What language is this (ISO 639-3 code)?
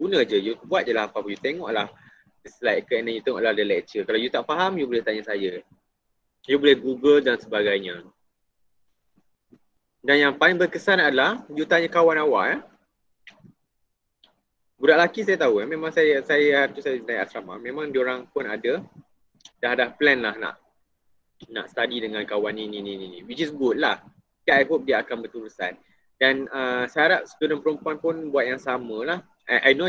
msa